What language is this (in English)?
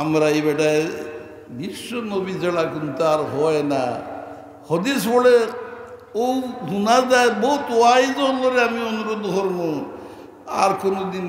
Sylheti